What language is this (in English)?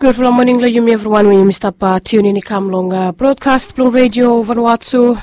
Bislama